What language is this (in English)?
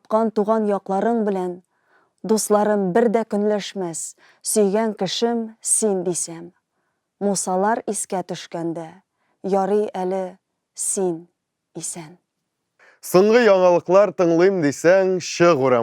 Tatar